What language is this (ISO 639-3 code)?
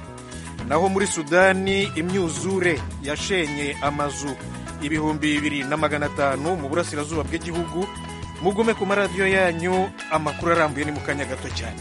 kin